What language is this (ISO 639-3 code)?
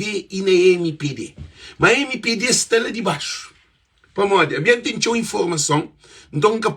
kea